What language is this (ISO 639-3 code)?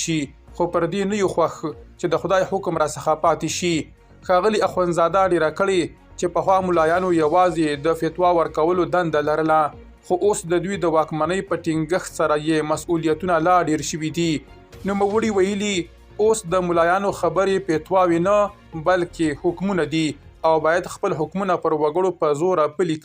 pus